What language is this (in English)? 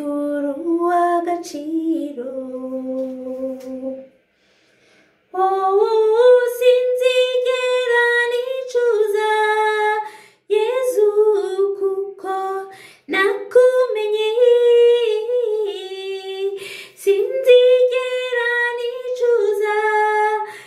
Kinyarwanda